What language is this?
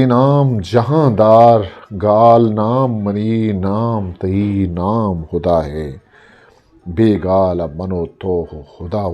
Eastern Balochi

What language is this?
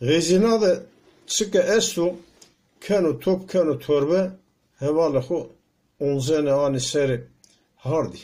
Zaza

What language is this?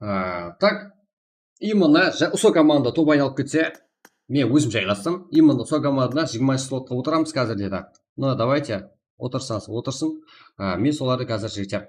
Kara-Kalpak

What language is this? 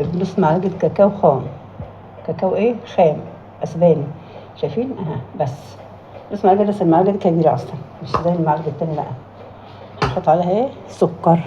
Egyptian Arabic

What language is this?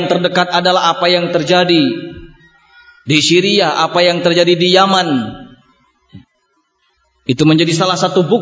Indonesian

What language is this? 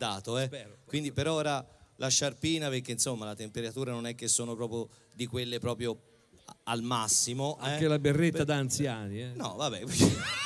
Italian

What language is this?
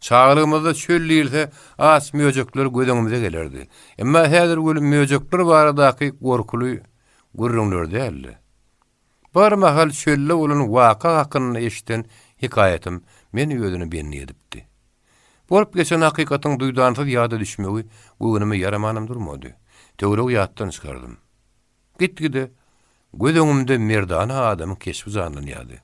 Turkmen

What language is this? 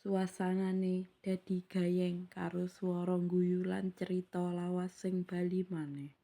Javanese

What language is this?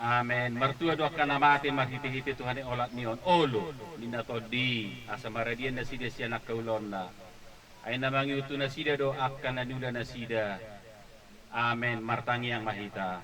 Batak Toba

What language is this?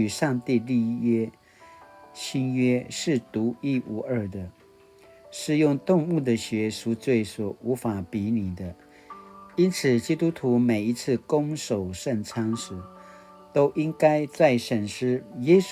Paiwan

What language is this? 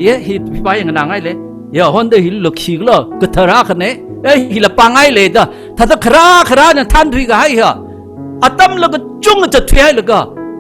Tangkhul Naga (India)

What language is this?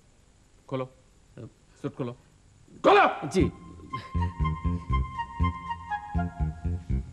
Bangla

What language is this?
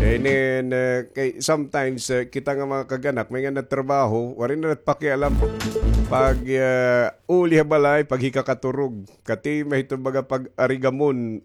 Waray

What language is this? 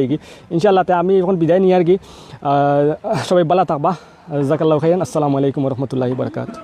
Sylheti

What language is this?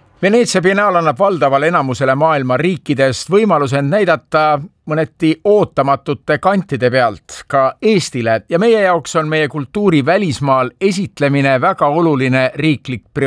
Estonian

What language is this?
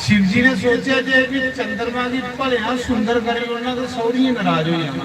Dogri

